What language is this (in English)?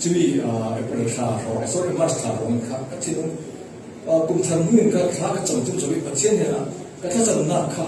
Falam Chin